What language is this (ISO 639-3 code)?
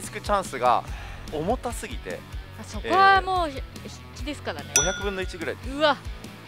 jpn